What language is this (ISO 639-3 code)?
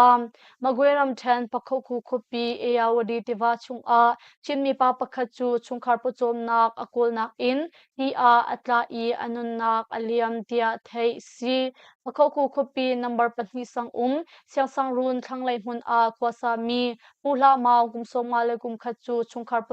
cnh